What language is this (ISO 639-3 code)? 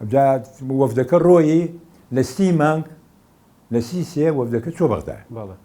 ckb